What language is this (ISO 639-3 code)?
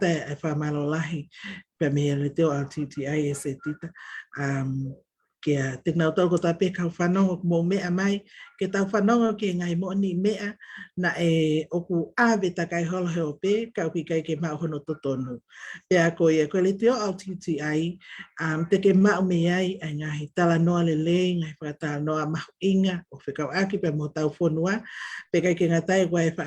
ton